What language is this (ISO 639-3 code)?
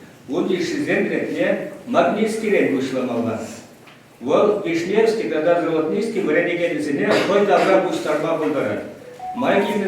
chv